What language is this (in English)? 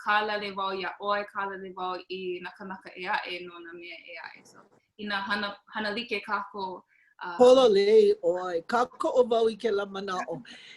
Hawaiian